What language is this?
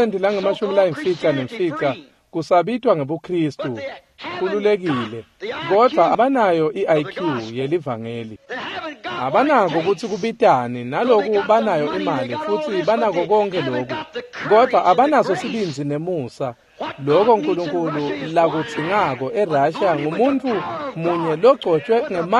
Swati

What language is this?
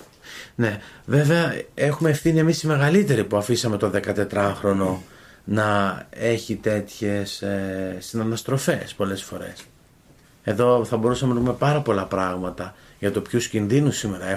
Greek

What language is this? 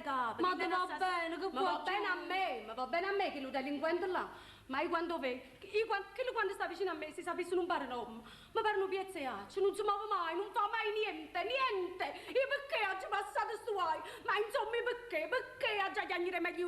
Neapolitan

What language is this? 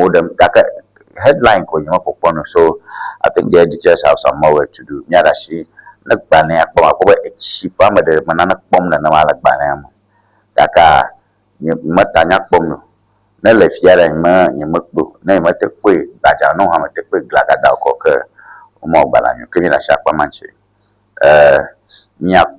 Ewe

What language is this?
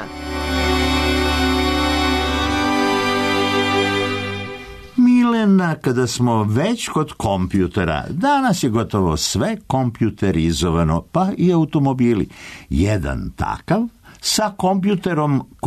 Serbian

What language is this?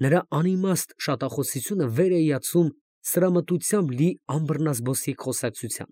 Armenian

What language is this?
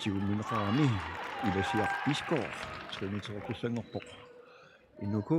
Kalaallisut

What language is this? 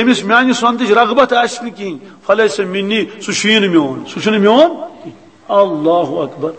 Kashmiri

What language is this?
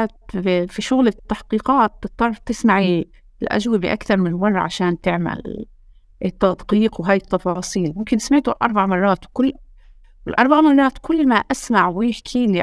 North Levantine Arabic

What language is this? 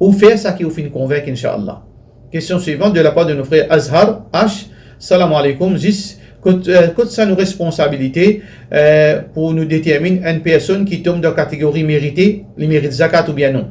Morisyen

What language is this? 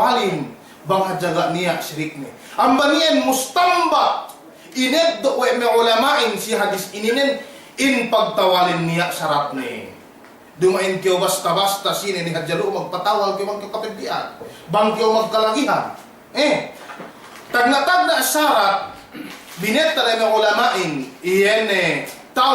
Yakan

